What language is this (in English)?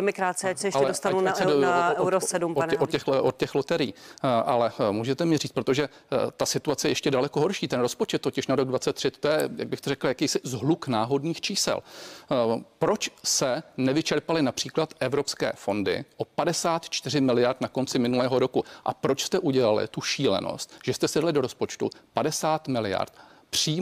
Czech